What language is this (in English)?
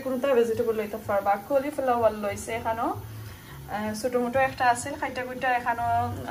Sylheti